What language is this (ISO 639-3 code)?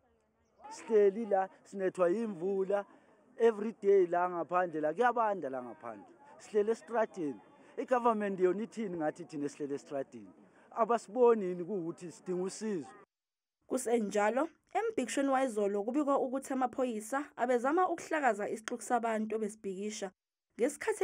zul